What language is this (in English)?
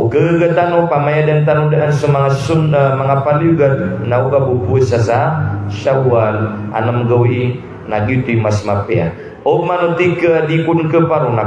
Maranao